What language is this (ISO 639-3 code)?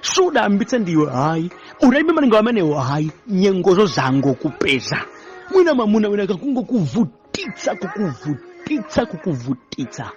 nya